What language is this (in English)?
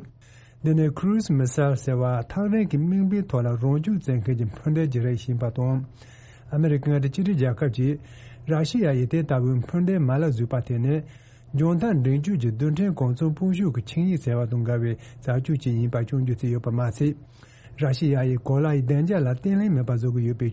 Tibetan